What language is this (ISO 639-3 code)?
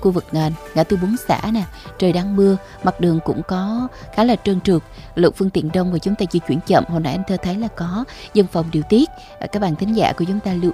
vie